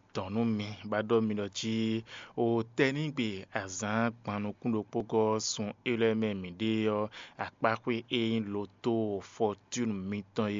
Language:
Fon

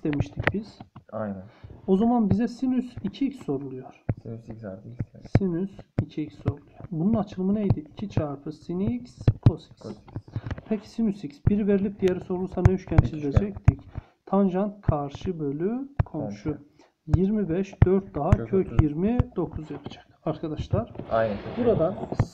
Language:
Turkish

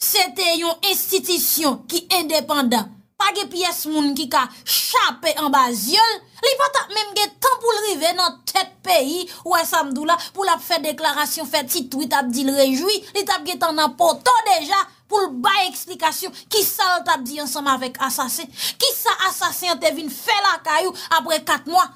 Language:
Haitian Creole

